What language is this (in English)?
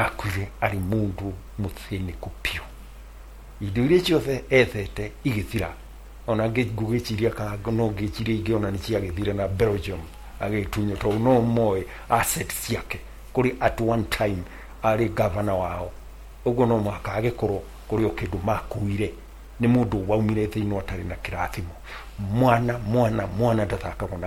Kikuyu